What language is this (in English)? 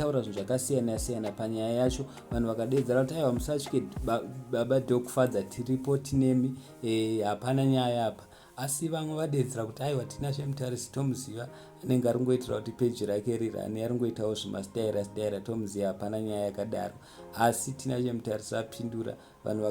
Shona